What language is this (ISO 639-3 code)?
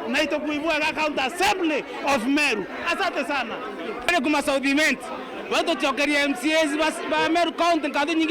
mer